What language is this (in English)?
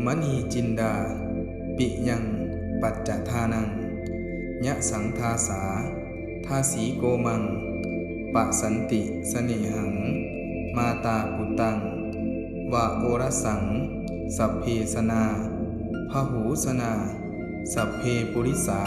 Pali